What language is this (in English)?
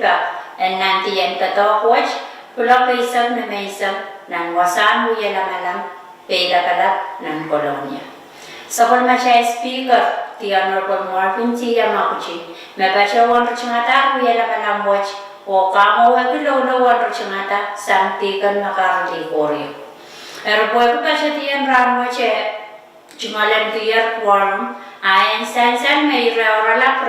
Pohnpeian